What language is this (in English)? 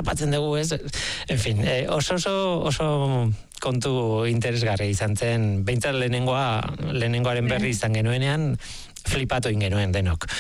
Basque